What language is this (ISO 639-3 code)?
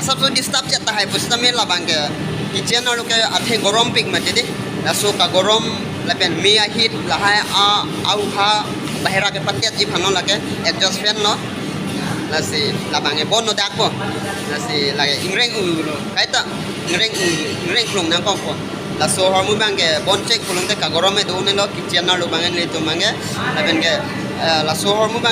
mjw